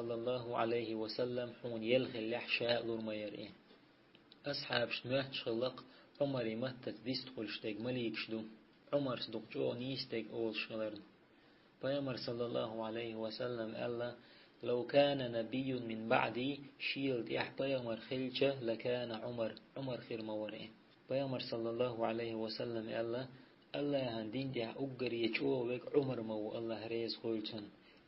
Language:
Chechen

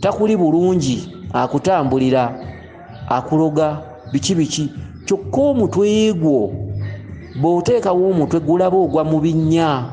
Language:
Ganda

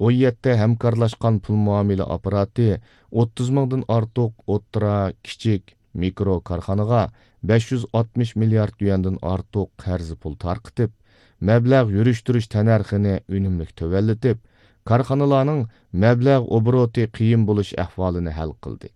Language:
Uyghur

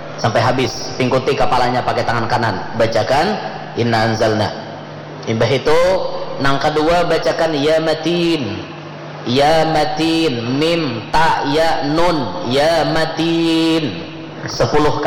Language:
Banjar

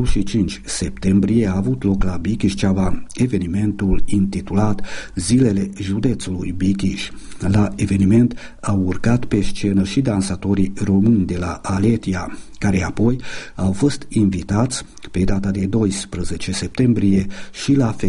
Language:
Romanian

